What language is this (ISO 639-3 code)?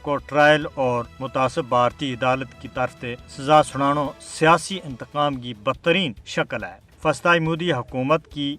gju